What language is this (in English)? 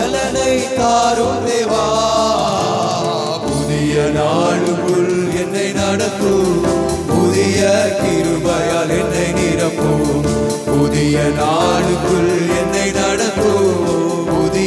Tamil